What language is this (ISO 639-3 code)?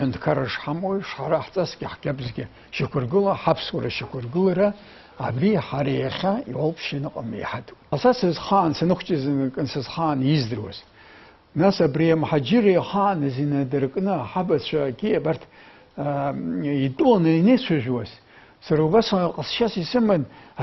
abk